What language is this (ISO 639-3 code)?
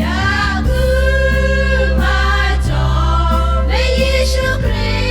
lhu